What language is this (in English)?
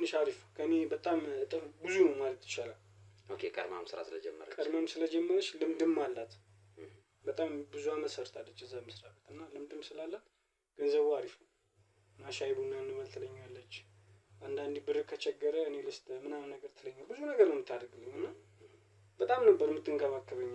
Amharic